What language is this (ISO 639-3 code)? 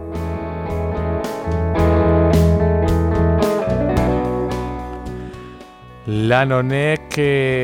eus